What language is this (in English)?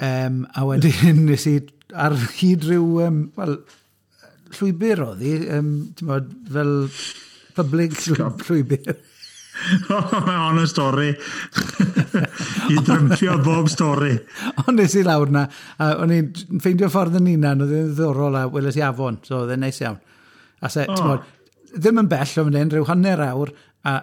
Welsh